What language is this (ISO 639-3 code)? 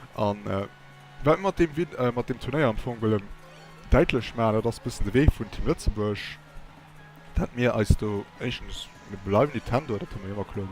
ltz